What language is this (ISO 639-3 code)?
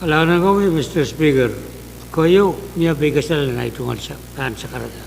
pon